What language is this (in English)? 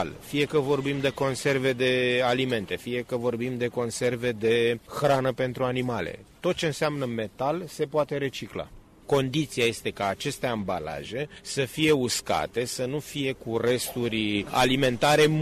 Romanian